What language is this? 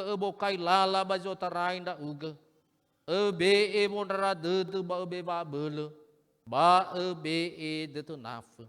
Nias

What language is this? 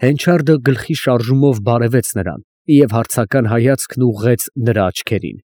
Armenian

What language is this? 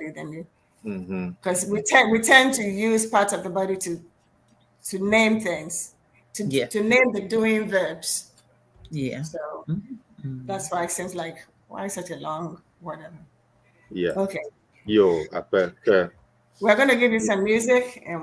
Ewe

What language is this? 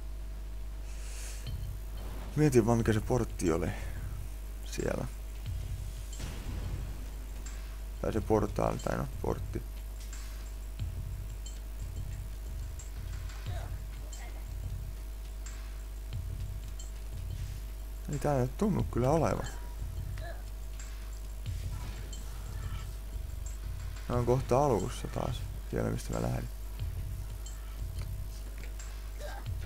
Finnish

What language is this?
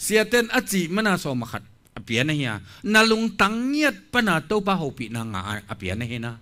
Tedim Chin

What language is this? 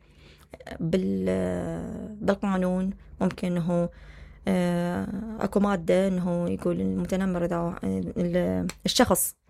Mesopotamian Arabic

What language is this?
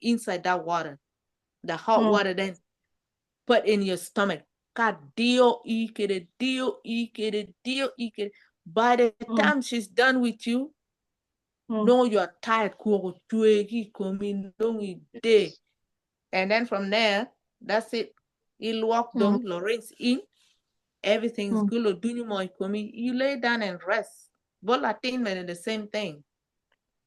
Acoli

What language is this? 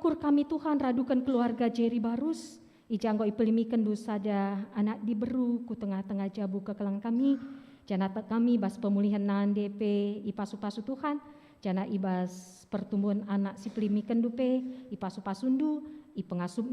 Batak Karo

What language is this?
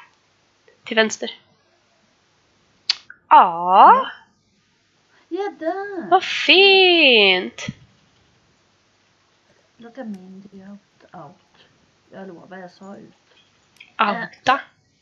Swedish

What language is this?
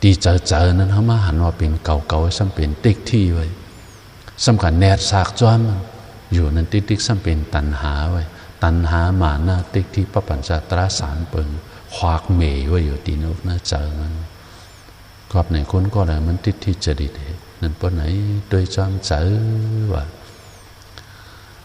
Shan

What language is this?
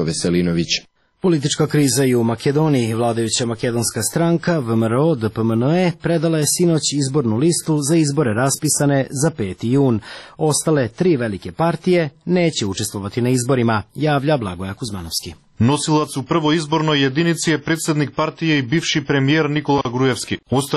Serbian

